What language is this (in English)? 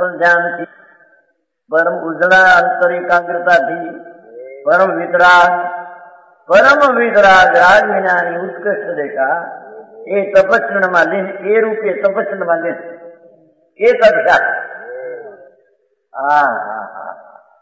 Gujarati